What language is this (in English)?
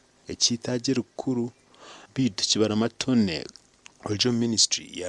Nyankole